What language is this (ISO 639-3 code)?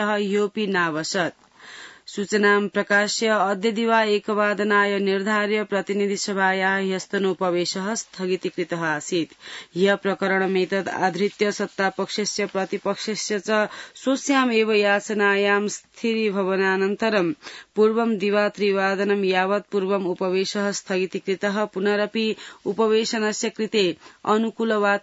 san